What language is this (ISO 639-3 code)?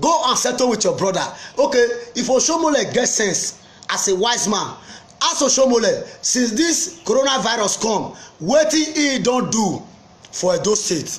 pcm